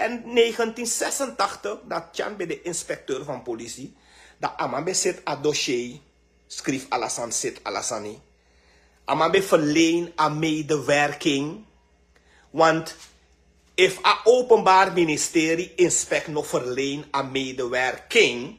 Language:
Sranan Tongo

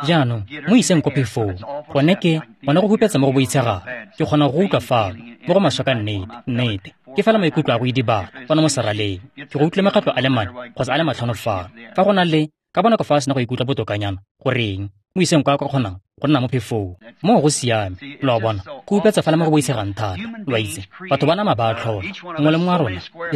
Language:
Tswana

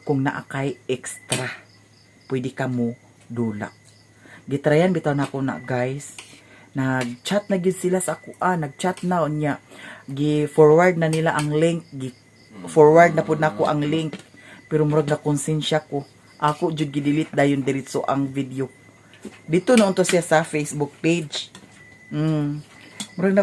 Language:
Cebuano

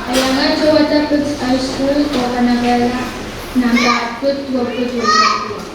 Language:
Pohnpeian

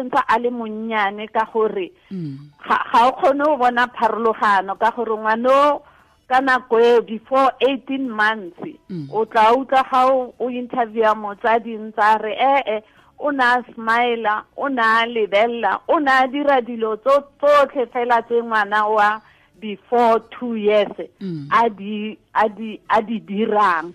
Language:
Tswana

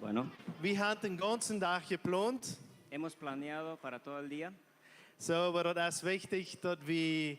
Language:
Plautdietsch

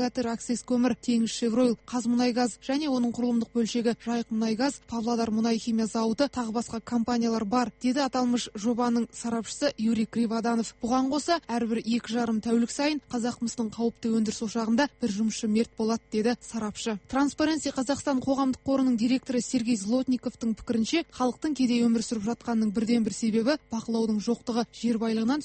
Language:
Kazakh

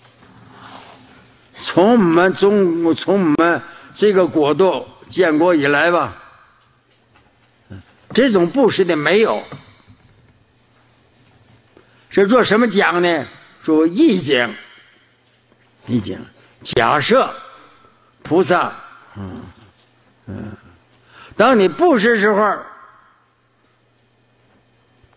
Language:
Chinese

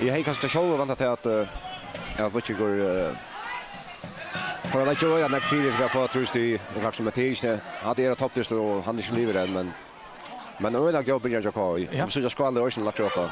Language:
Faroese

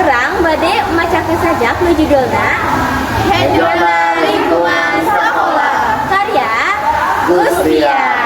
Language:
Sundanese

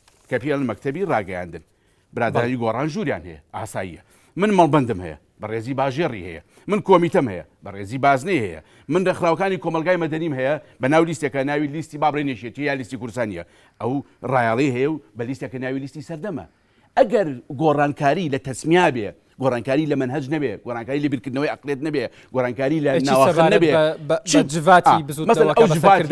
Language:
Central Kurdish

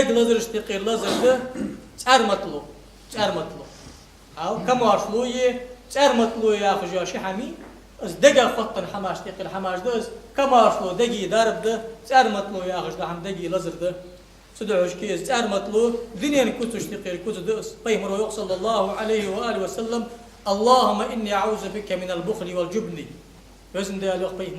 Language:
Ingush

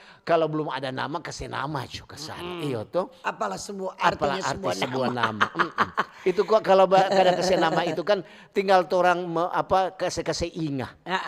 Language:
Manado Malay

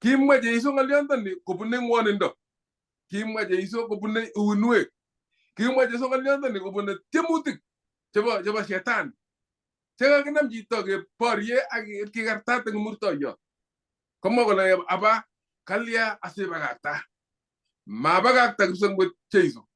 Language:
Kalenjin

